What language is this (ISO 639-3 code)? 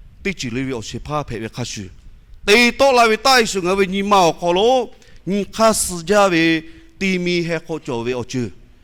lhu